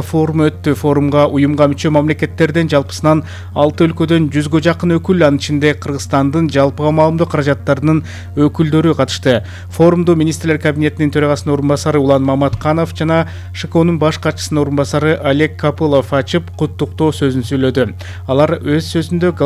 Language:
Kyrgyz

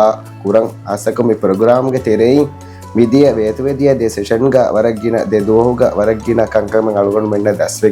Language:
Divehi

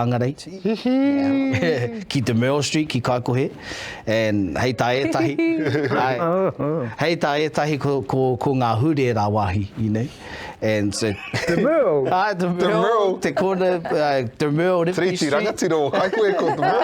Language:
Māori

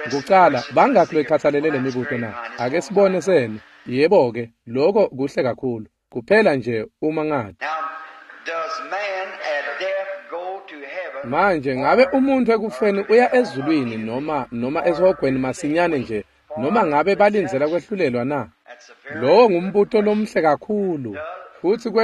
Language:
Swati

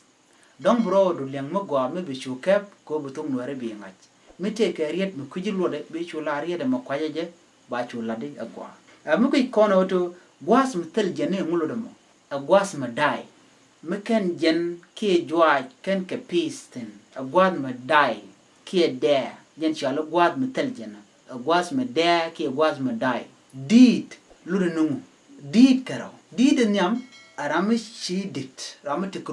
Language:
Nuer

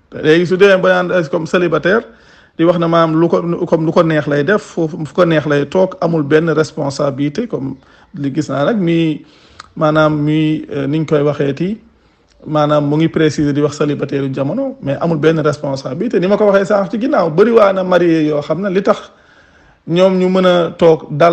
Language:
Wolof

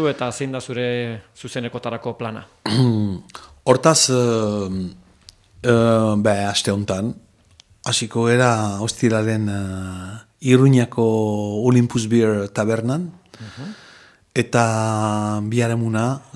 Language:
Basque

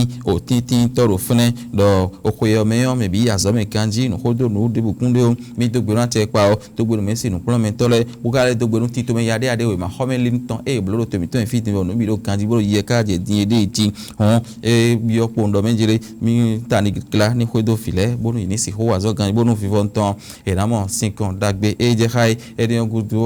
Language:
Fon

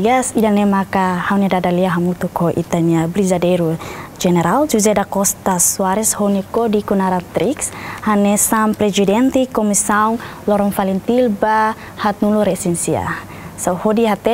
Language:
Tetum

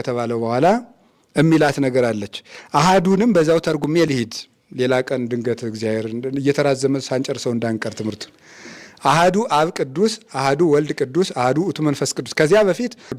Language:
Amharic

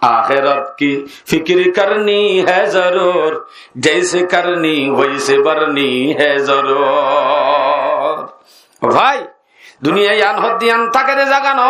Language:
Rohingya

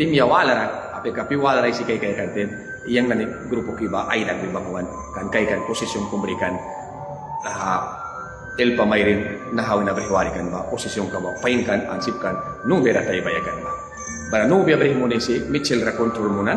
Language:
Mískito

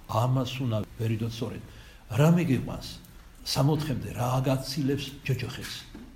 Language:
Georgian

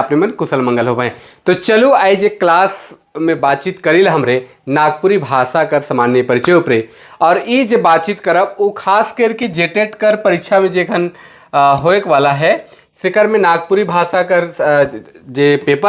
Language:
Sadri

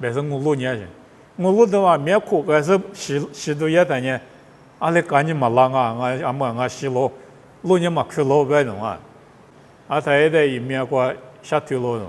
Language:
Lisu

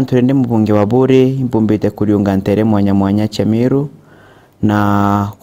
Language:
Meru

